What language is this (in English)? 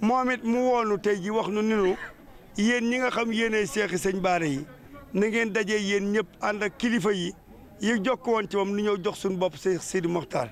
Wolof